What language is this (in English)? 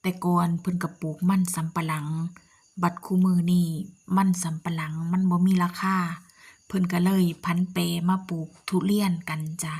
Northeastern Thai